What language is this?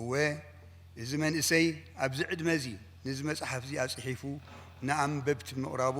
Tigrinya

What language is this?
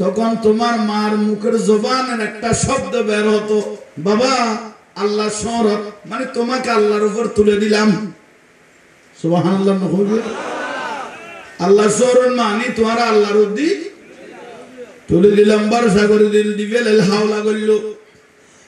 Bangla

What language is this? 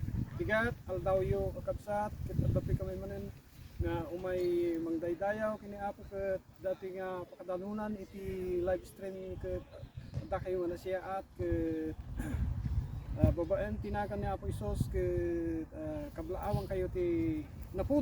Iloko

